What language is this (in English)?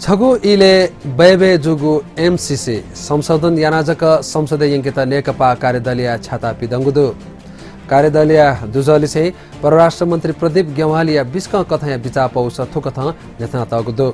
Newari